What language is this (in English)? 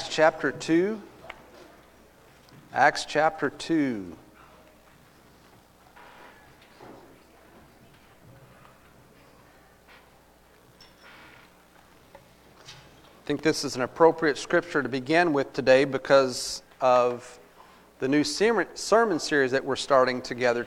English